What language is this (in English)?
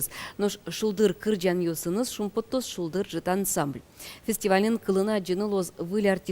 Udmurt